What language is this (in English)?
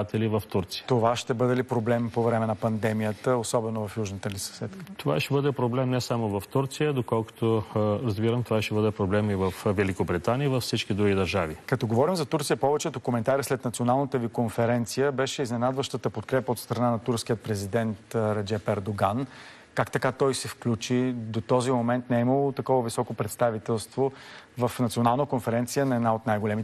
Bulgarian